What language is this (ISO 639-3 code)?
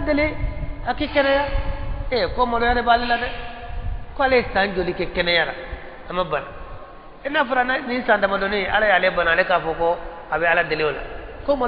bam